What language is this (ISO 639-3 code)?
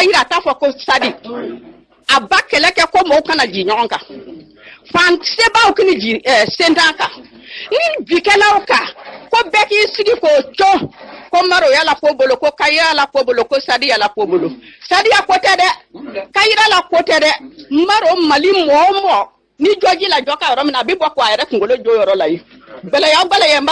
bam